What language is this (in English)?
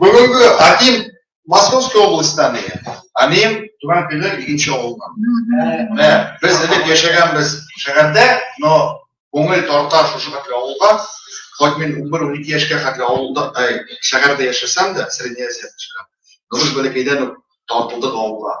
Bashkir